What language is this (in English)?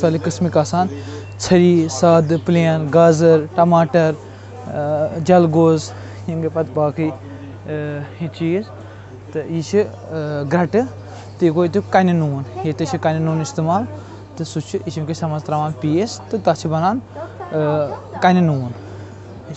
Kashmiri